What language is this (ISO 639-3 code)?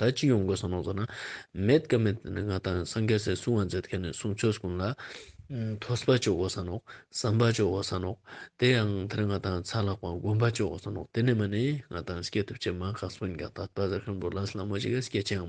lbj